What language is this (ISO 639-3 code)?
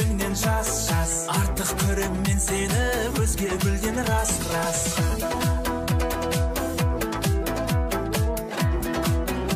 kaz